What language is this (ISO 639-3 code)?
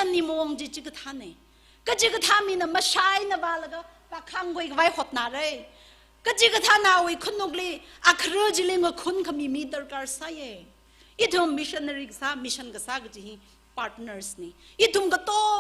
nmf